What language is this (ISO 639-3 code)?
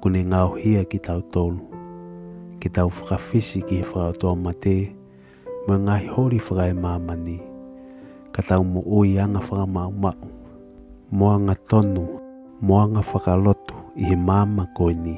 ton